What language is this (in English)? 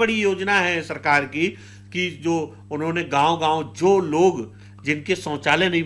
Hindi